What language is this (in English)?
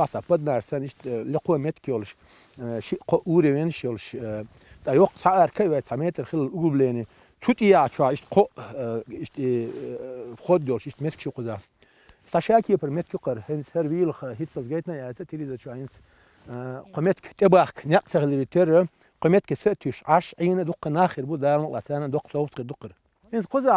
Chechen